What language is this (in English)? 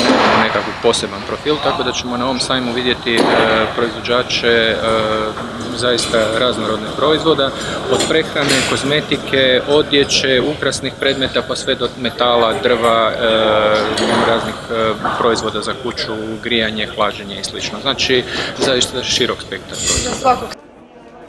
Croatian